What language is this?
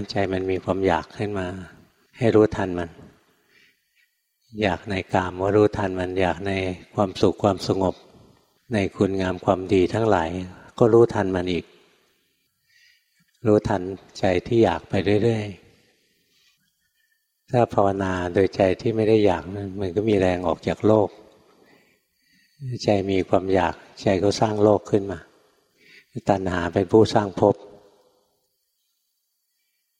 Thai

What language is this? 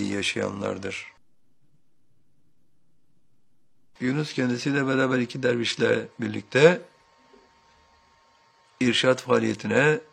Turkish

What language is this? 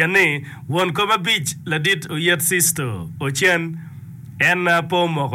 Acoli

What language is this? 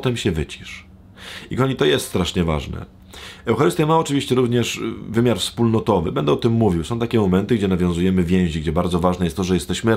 Polish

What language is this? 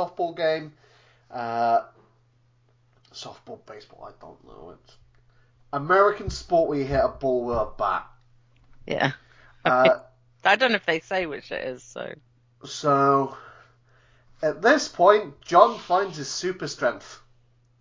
English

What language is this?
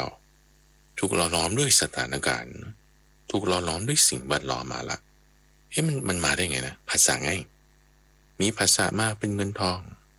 Thai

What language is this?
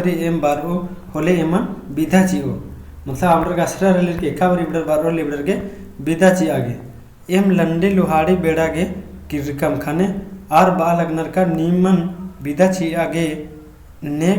Kurukh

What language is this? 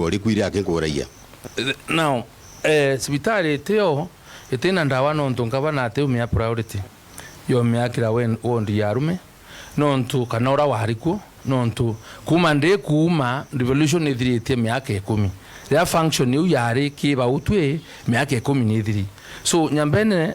Meru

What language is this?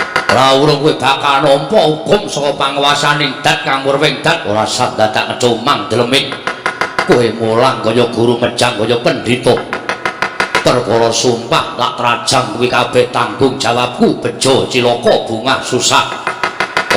Javanese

